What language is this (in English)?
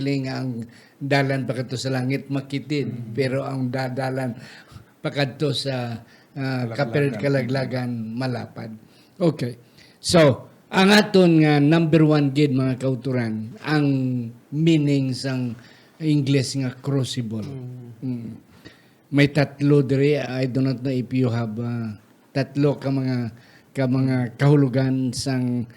Hiligaynon